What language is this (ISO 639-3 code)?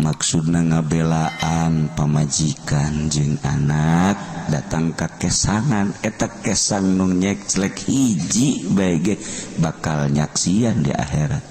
sun